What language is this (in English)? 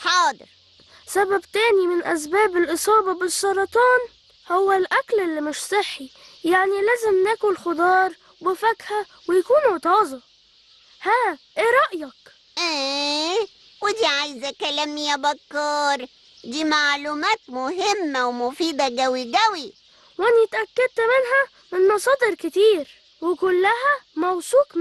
Egyptian Arabic